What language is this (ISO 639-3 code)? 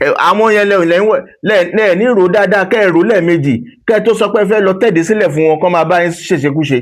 yor